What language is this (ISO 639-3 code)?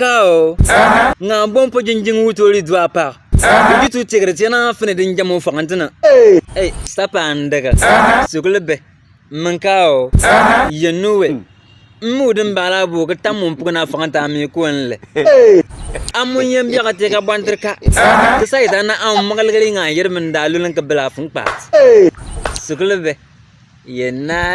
bim